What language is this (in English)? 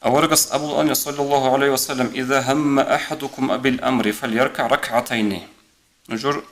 Avaric